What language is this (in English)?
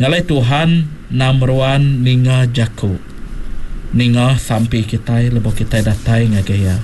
Iban